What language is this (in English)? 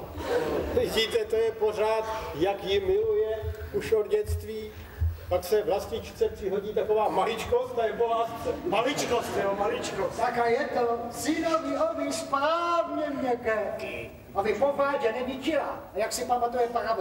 Czech